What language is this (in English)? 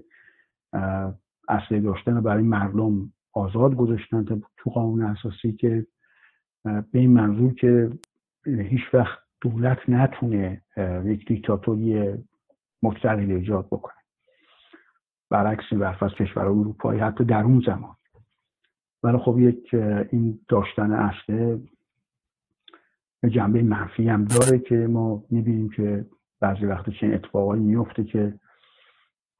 Persian